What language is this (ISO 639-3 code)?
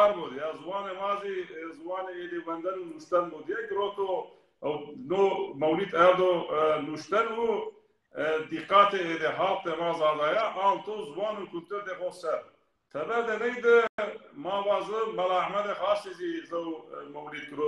zza